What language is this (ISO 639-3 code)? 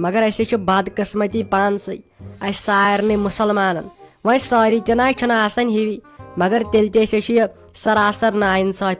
kas